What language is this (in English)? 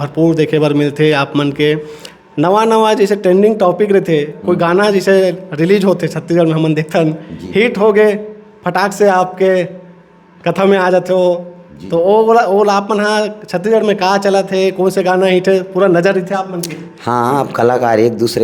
Chhattisgarhi